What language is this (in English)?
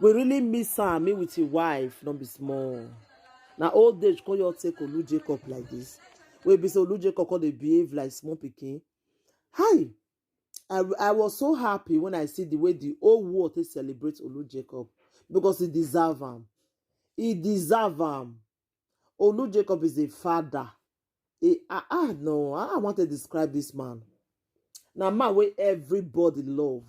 Nigerian Pidgin